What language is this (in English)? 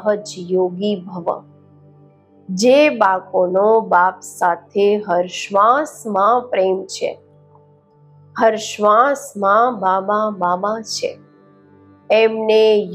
Gujarati